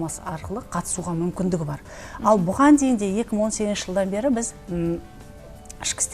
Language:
Kazakh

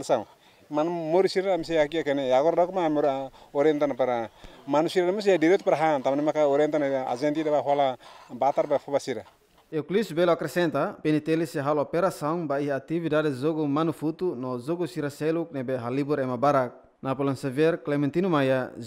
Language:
Tetum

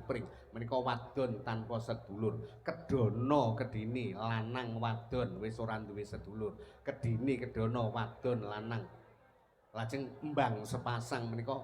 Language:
Javanese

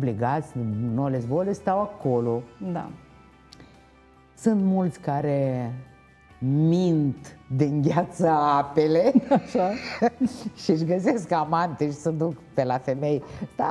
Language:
Romanian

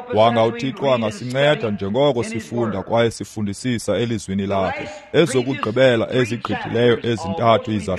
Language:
Xhosa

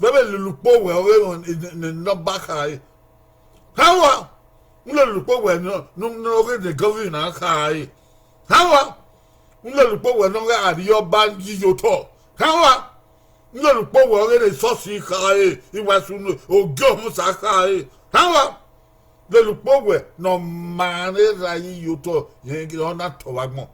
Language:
Bini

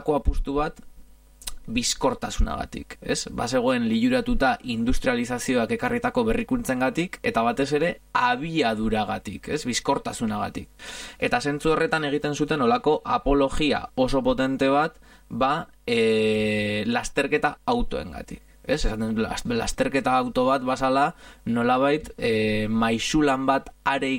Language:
Basque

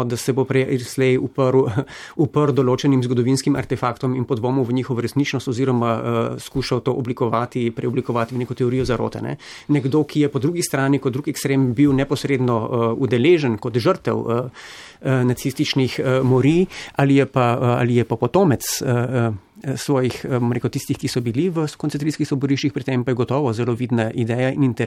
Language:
Slovenian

